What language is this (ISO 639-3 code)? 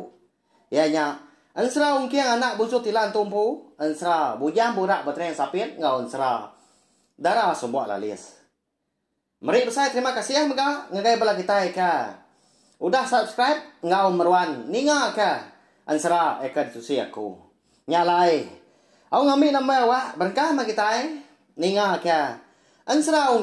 iba